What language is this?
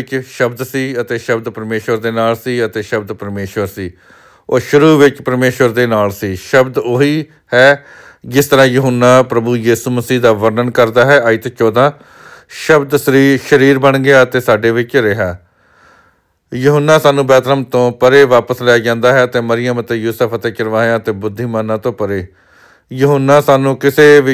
Punjabi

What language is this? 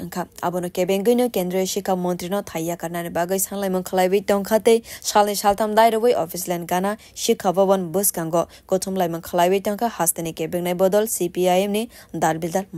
Kok Borok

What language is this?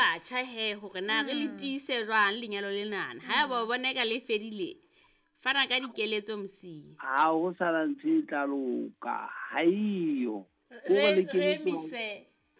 Southern Sotho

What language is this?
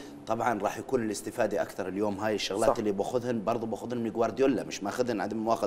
Mesopotamian Arabic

